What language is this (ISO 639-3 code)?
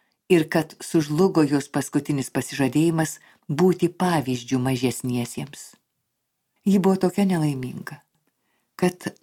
lit